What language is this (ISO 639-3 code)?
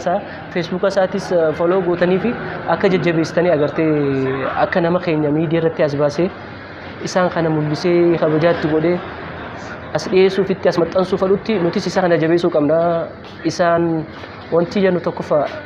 orm